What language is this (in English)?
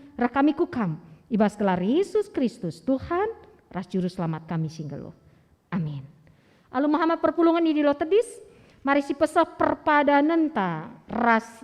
Batak Karo